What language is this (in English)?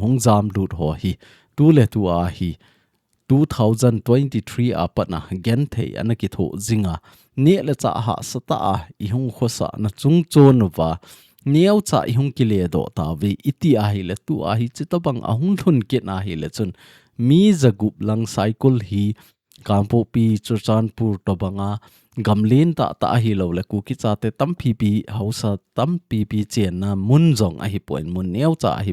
Thado Chin